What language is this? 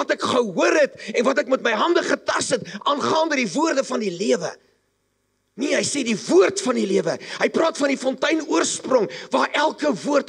Afrikaans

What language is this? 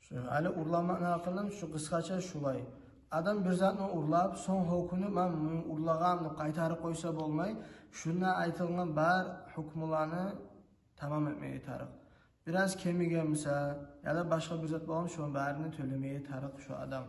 Kumyk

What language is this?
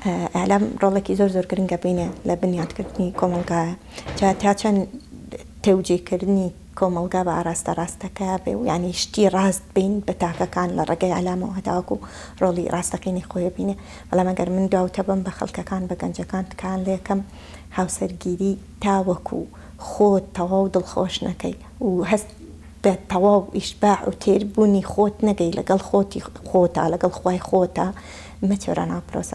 Central Kurdish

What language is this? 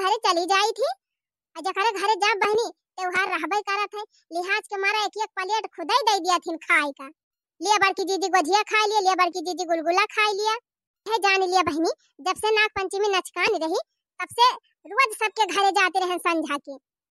Awadhi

